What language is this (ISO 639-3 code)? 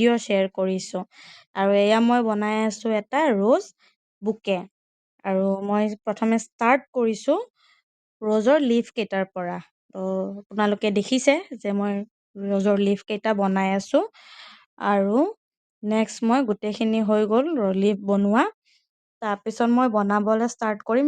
asm